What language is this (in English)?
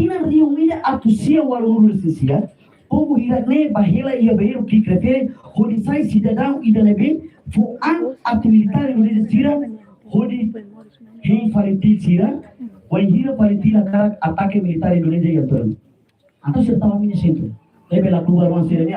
Tetum